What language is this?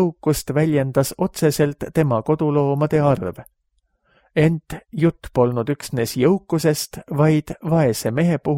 Estonian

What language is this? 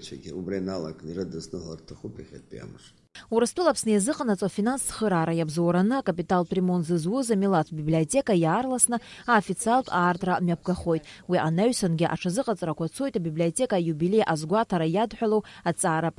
Abkhazian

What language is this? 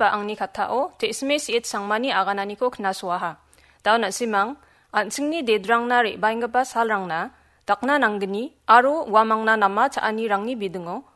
Garo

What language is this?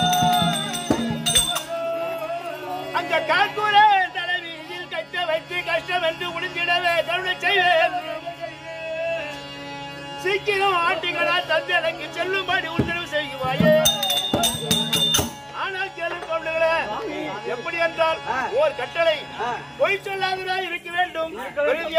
Tamil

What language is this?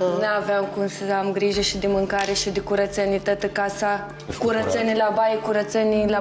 Romanian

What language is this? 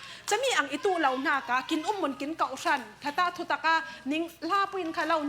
Falam Chin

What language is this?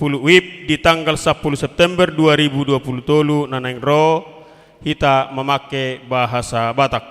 Batak Toba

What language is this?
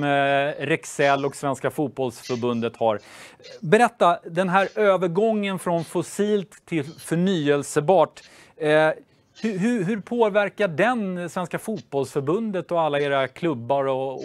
Swedish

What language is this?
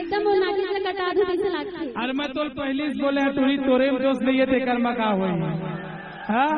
Chhattisgarhi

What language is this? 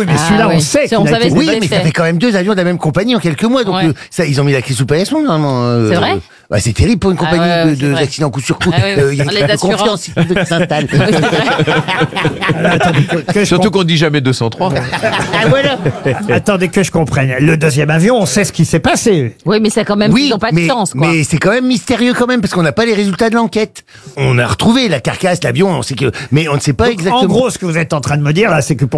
French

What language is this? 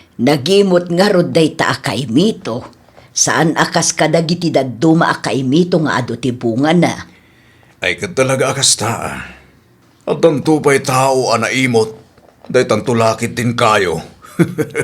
Iloko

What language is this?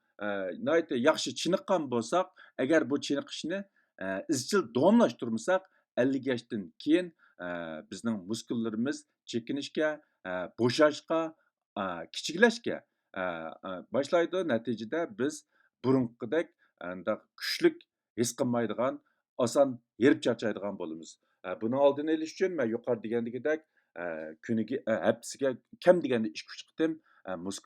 Uyghur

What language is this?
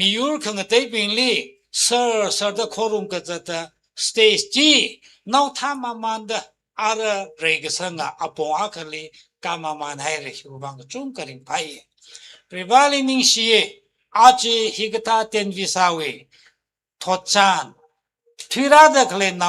Tangkhul Naga (India)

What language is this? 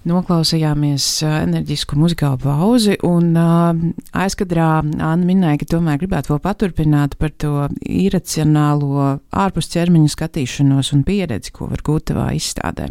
Latvian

